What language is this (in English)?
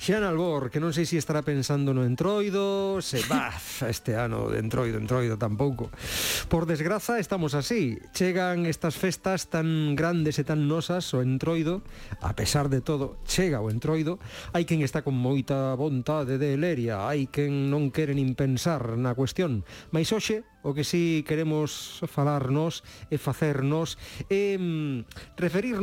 Galician